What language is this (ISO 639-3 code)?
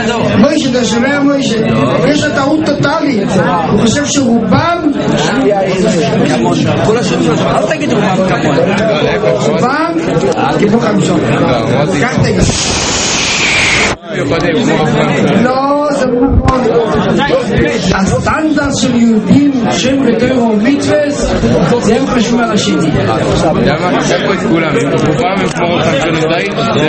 heb